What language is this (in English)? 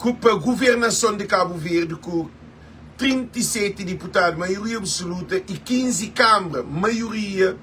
Kabuverdianu